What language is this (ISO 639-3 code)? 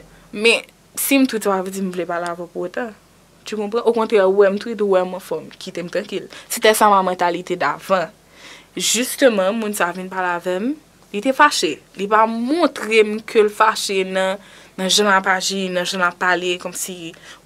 hat